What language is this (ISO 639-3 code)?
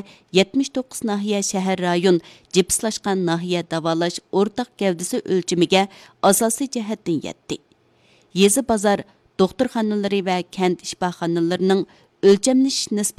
uig